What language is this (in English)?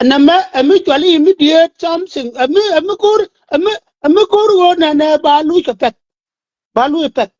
Nuer